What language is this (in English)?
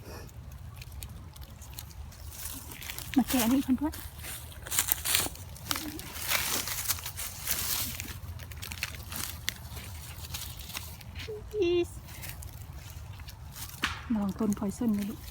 Lao